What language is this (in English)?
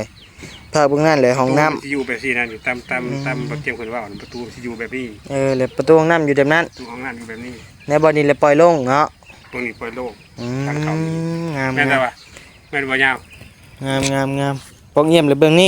Lao